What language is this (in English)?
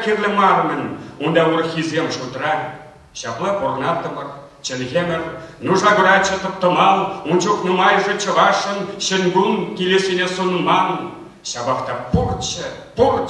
Chuvash